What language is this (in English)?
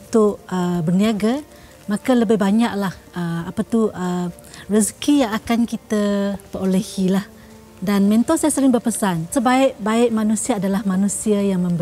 Malay